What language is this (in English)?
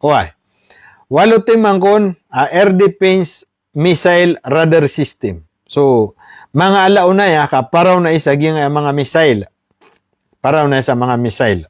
Maranao